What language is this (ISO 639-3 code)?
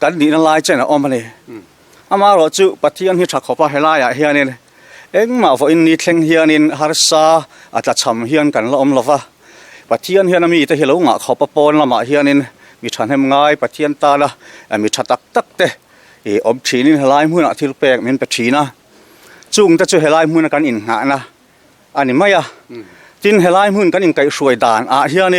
lus